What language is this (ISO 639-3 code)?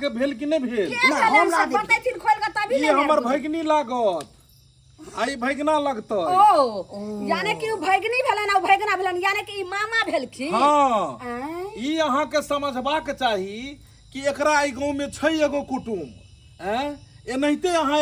mai